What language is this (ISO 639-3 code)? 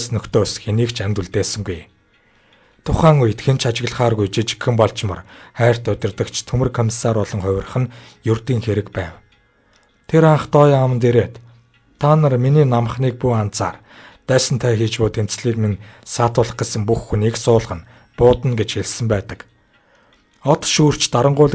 mon